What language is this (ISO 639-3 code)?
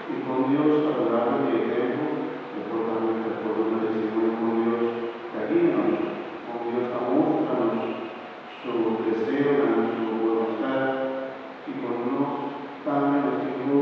pap